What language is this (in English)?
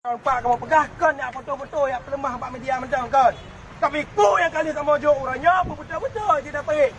Achinese